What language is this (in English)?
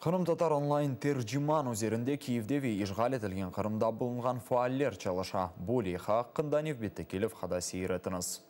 Crimean Tatar